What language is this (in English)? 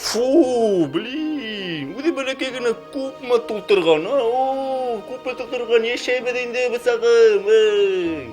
Bashkir